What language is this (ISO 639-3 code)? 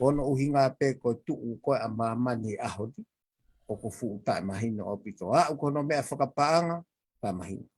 ton